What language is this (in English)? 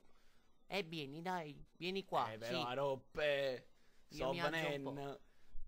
Neapolitan